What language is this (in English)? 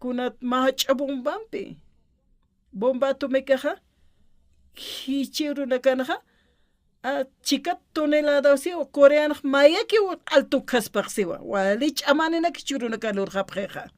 Aymara